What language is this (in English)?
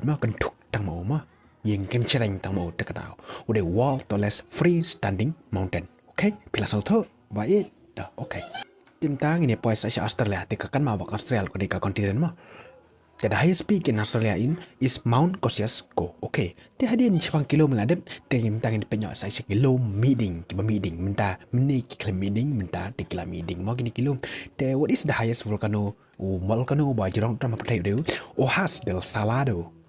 Khasi